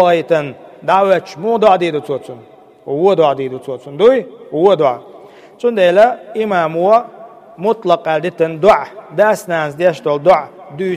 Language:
Chechen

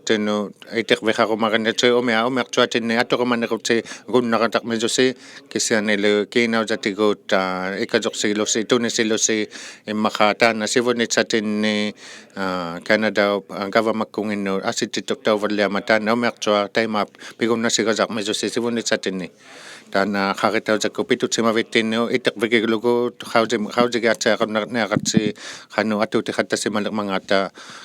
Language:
Inuktitut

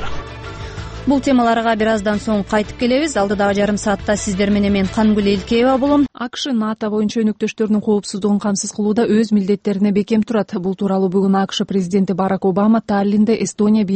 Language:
Kyrgyz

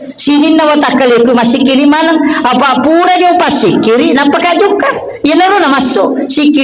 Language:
Buginese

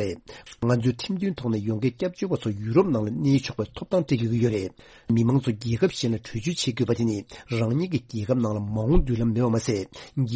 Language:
Tibetan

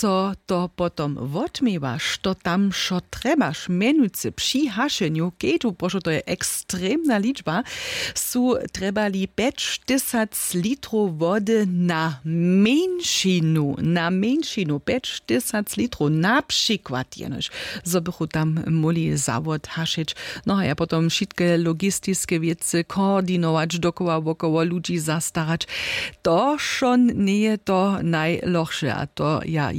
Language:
Upper Sorbian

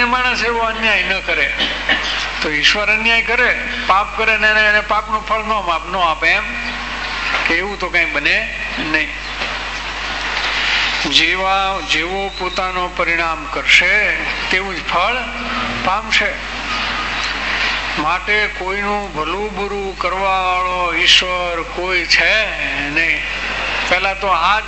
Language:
Gujarati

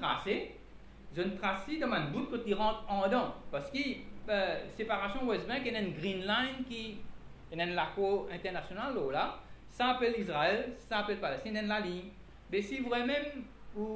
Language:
Morisyen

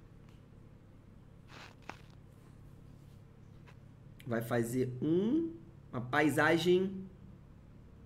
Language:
Portuguese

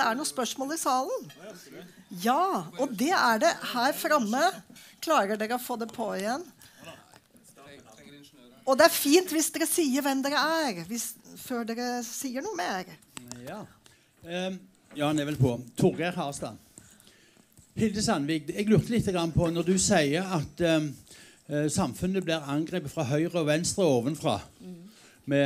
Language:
Norwegian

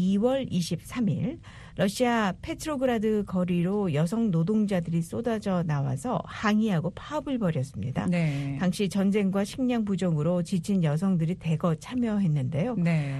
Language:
Korean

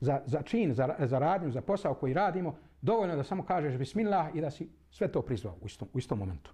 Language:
Bosnian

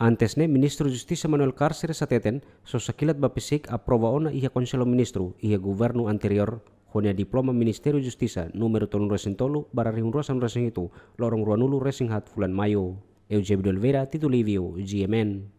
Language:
Tetum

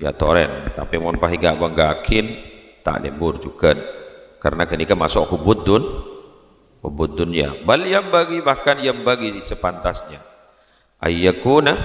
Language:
Madurese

